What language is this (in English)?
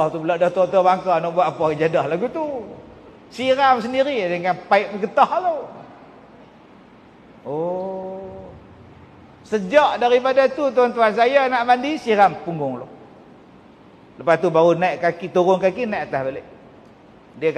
Malay